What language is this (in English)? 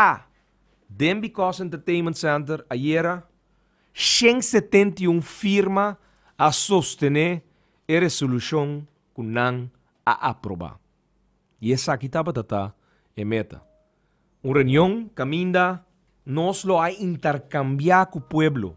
Papiamento